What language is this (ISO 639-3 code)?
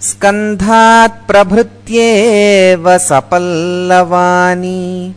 san